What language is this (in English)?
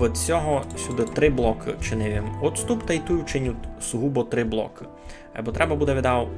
Rusyn